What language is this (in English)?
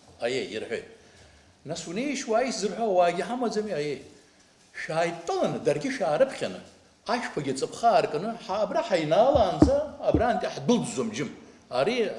Abkhazian